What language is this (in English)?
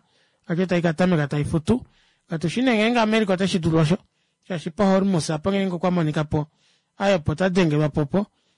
Kuanyama